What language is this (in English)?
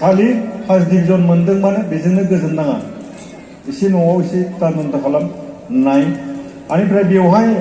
Bodo